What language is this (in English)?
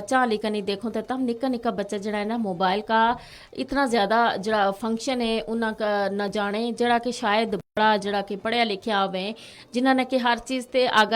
Gujari